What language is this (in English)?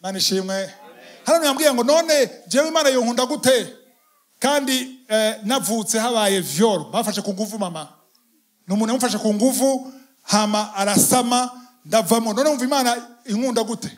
Rundi